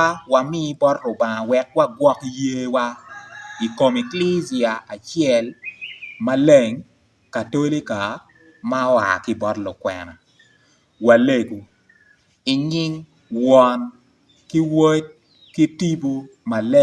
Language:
Acoli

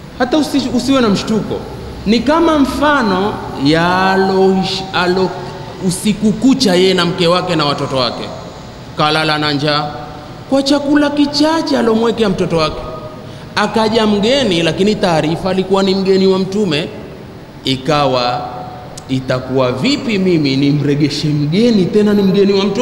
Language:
Swahili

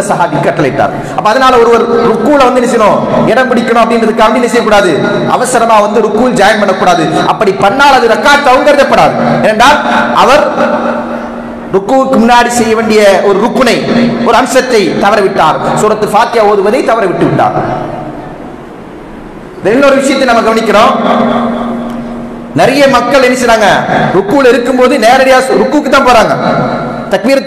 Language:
Tamil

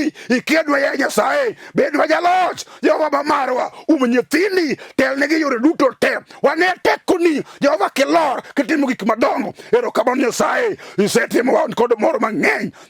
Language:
Luo (Kenya and Tanzania)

